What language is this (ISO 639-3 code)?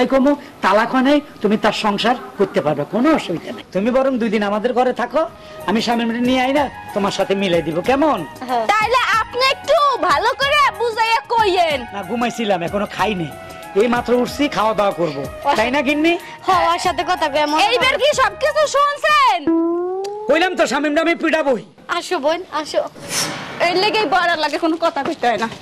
ben